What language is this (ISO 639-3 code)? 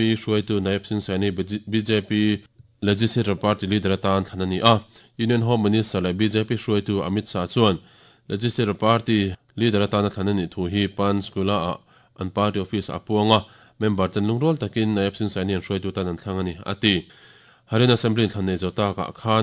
lus